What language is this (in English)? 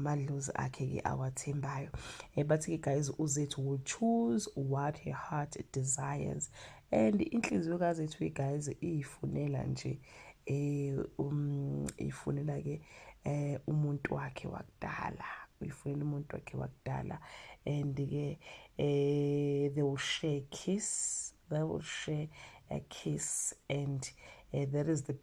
Zulu